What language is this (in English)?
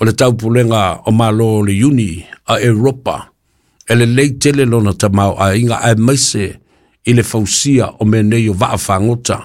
Samoan